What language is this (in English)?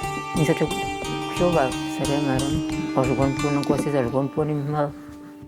Udmurt